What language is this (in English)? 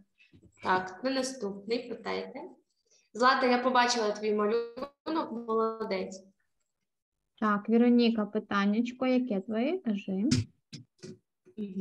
Ukrainian